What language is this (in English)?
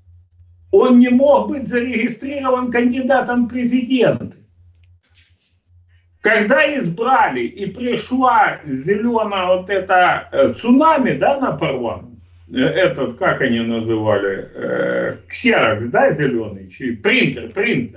Russian